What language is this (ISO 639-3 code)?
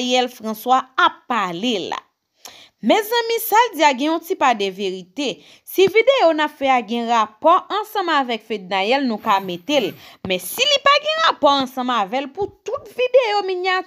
hat